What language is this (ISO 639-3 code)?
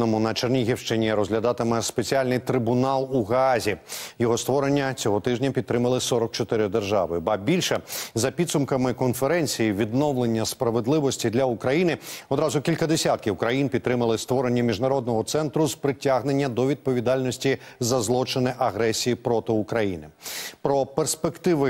ukr